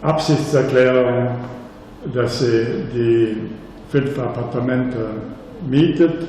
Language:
Luxembourgish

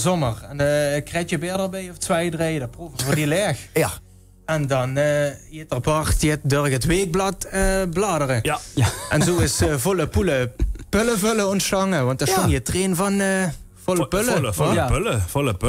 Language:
Limburgish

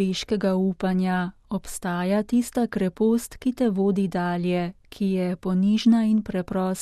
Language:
Slovenian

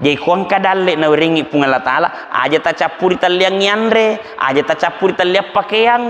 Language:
Buginese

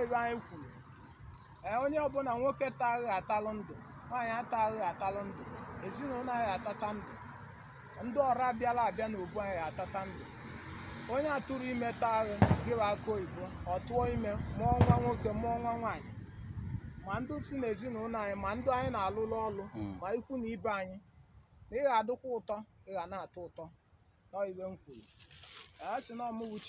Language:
Igbo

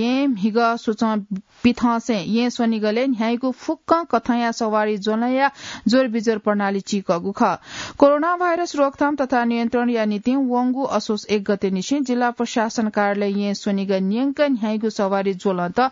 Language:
Newari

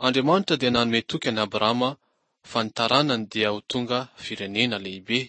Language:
Malagasy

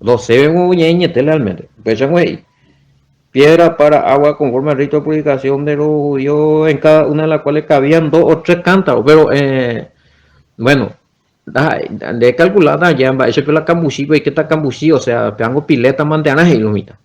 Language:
Guarani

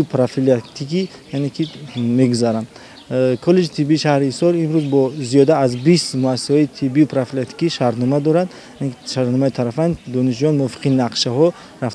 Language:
Tajik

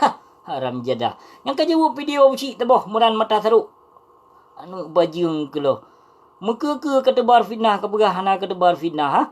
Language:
Achinese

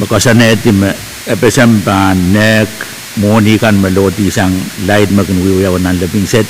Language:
Pohnpeian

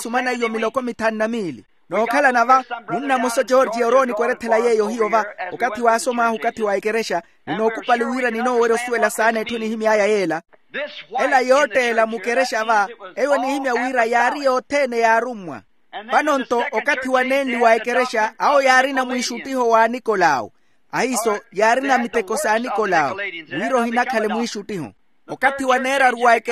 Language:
Makhuwa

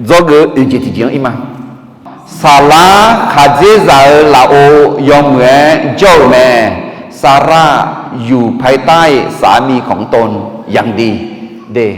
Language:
Akha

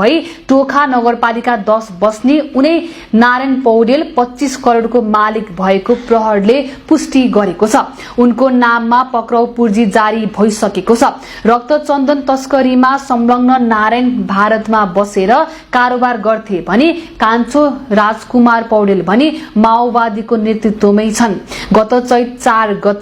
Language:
Nepali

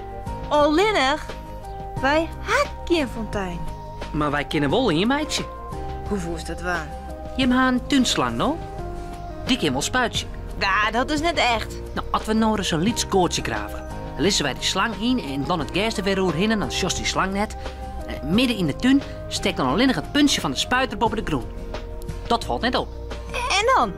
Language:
Western Frisian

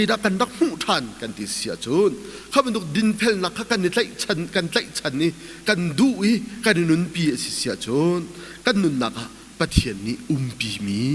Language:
Hakha Chin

